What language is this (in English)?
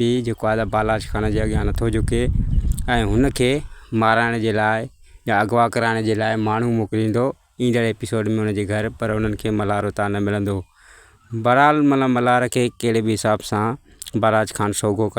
Sindhi